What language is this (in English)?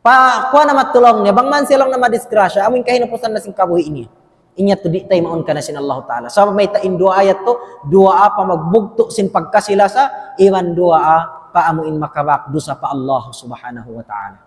Tausug